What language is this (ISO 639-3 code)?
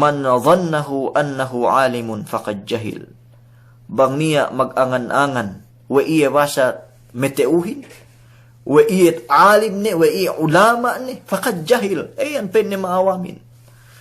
yka